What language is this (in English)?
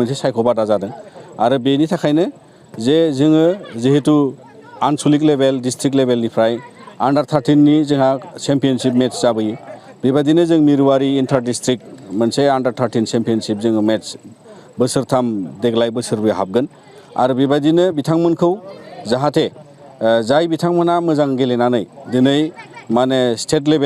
Bodo